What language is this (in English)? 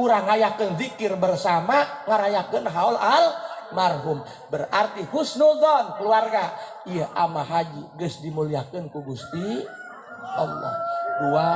Sundanese